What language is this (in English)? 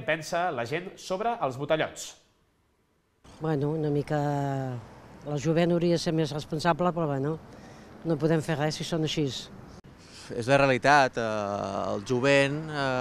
Catalan